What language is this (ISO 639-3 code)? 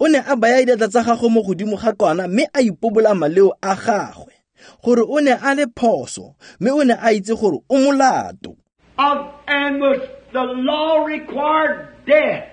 tsn